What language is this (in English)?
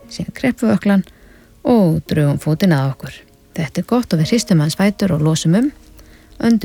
Icelandic